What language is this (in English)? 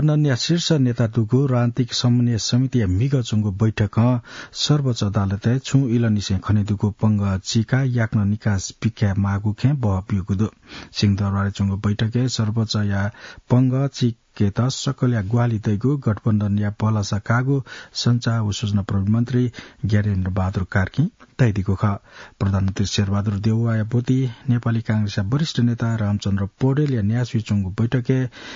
Newari